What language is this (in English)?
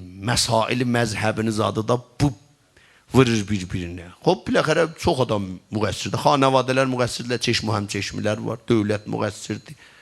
South Azerbaijani